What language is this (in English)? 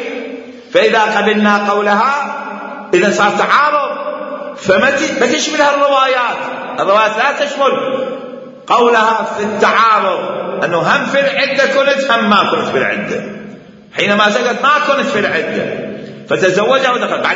Mesopotamian Arabic